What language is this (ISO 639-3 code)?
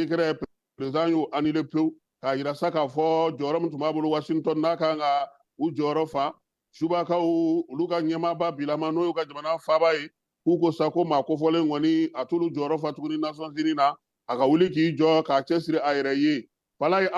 bam